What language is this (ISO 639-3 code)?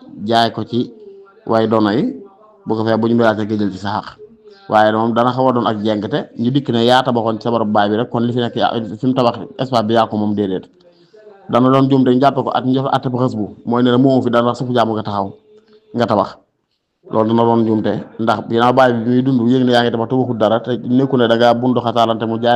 wol